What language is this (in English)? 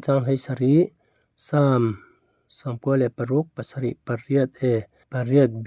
Falam Chin